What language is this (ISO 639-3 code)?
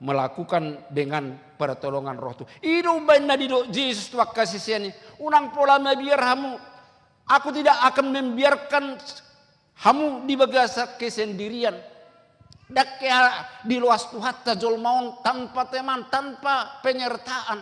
bbc